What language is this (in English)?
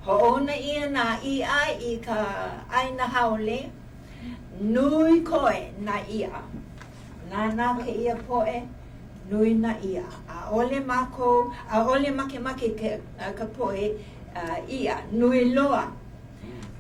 Hawaiian